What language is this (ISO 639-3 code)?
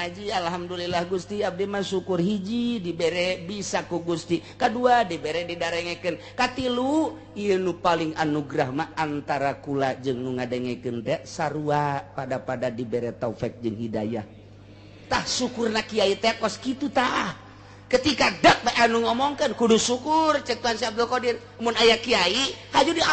sun